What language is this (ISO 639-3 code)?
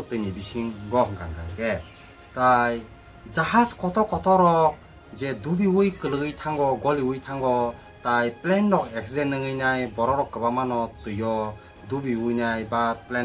trp